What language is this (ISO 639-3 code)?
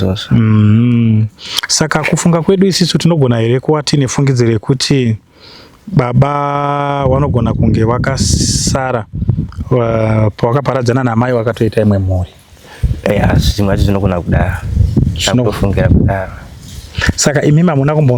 sna